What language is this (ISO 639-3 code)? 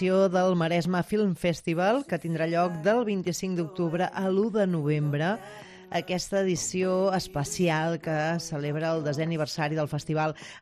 cat